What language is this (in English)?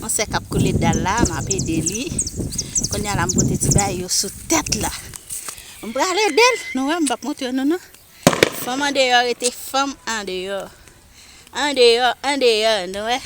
Haitian Creole